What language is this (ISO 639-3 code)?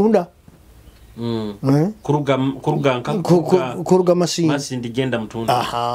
nyo